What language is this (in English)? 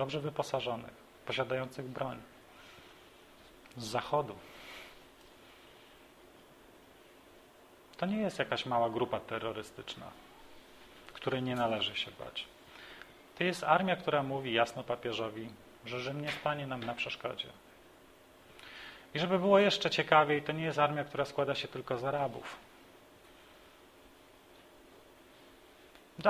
Polish